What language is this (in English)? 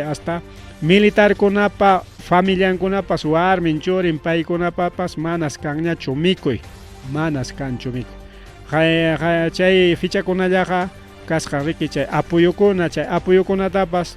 Ayacucho Quechua